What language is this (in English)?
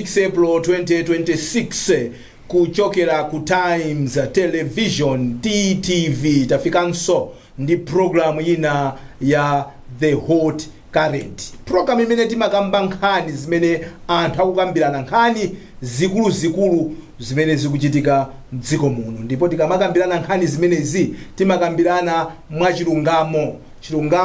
Nyanja